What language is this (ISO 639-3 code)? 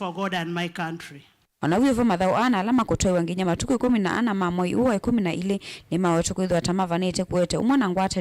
kam